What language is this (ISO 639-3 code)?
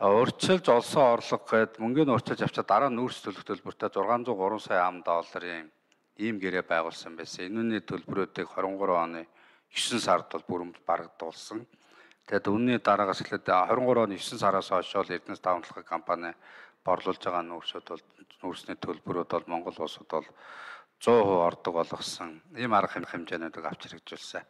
mon